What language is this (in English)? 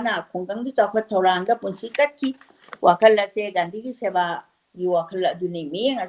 Manipuri